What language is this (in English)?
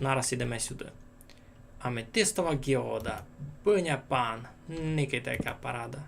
Rusyn